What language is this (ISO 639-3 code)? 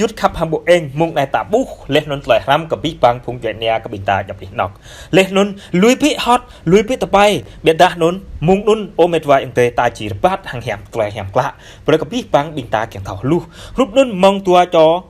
jra